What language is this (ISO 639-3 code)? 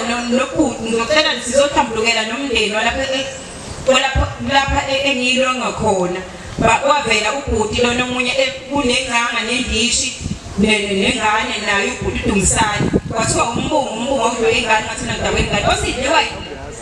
zul